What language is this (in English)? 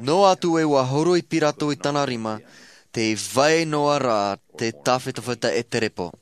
Tahitian